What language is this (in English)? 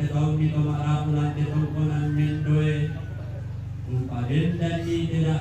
Toraja-Sa'dan